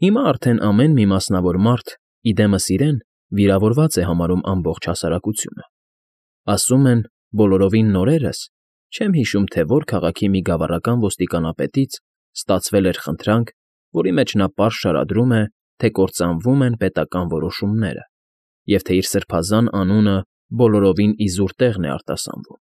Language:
Armenian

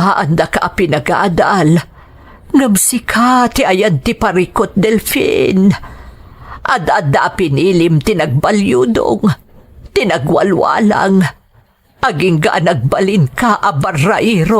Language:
Iloko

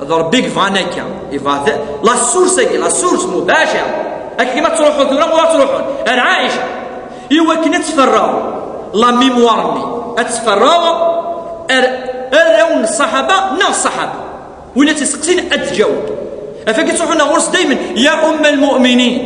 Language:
Kabyle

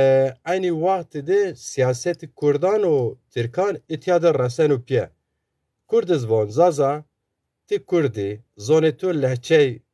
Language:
Zaza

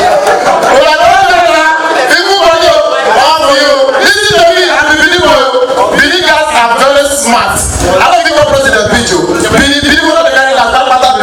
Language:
Nigerian Pidgin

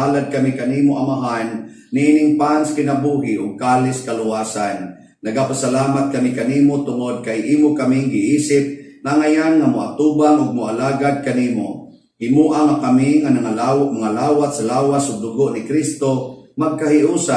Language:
Cebuano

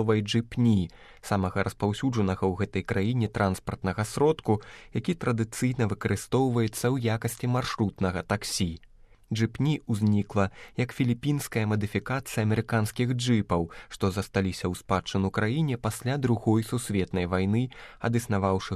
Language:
Belarusian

